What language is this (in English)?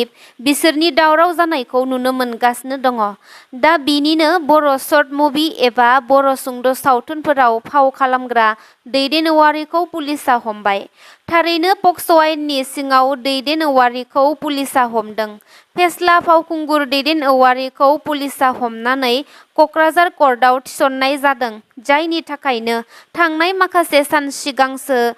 Bodo